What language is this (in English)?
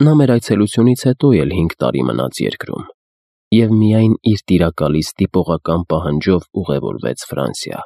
Armenian